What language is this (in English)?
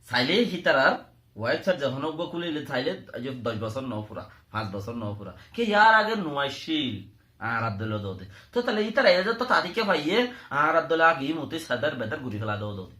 Rohingya